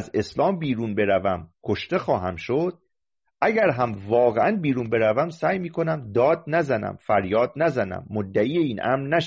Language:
Persian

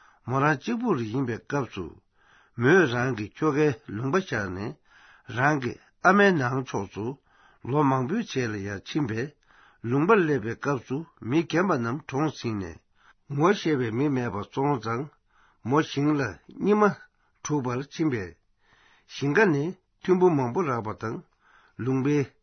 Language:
Tibetan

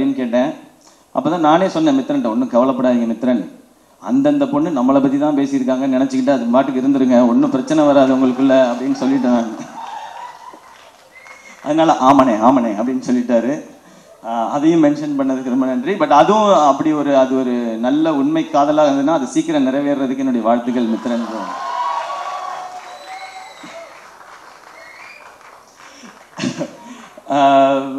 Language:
Tamil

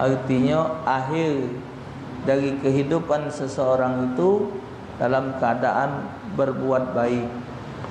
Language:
Musi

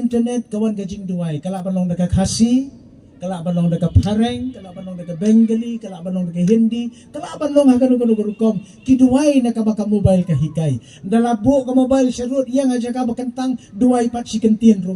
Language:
Khasi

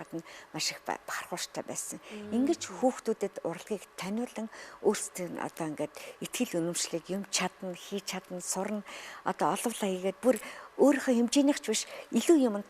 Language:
Mongolian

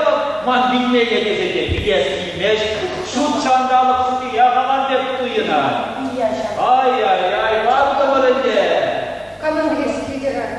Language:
Chuvash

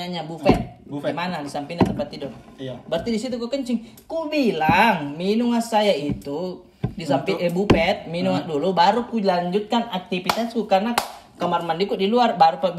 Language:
Makassar Malay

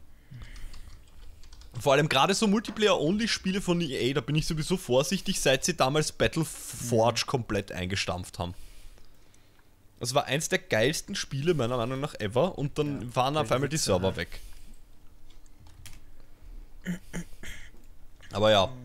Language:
German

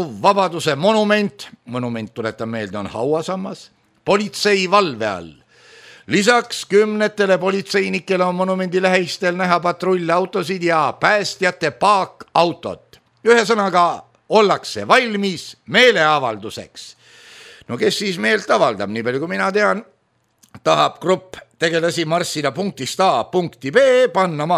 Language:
Estonian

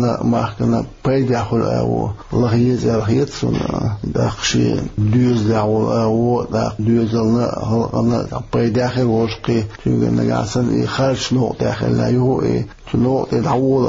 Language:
Chechen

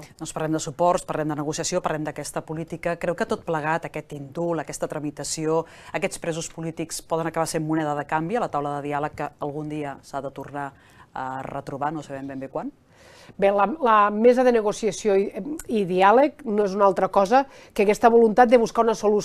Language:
Catalan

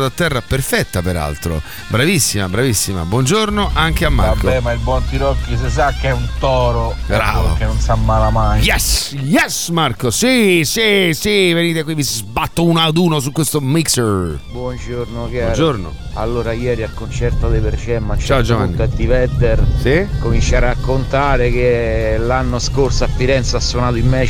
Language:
Italian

